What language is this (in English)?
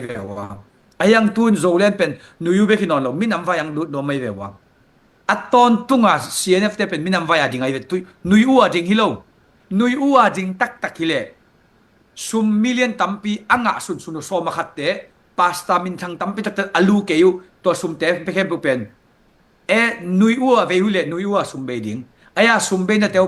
Tedim Chin